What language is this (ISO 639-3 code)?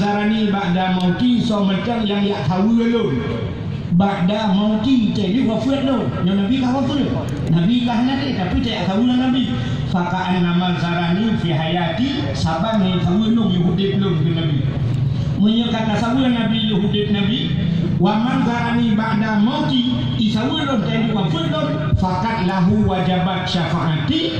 ace